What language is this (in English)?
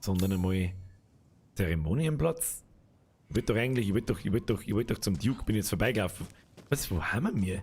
Bavarian